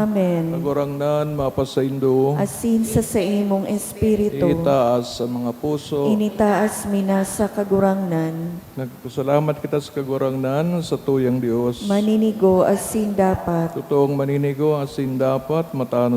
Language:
Bikol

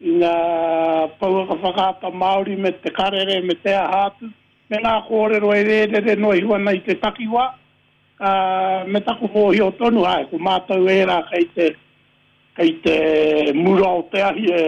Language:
Māori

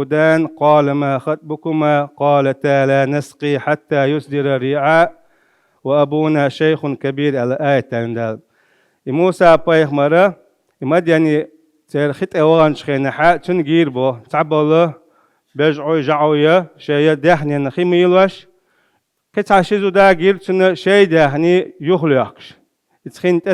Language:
Chechen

